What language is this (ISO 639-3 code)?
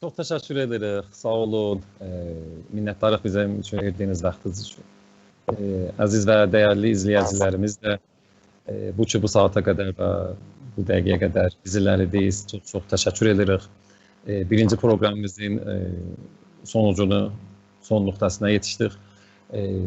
azb